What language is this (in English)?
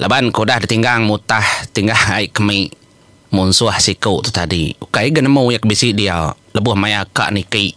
Iban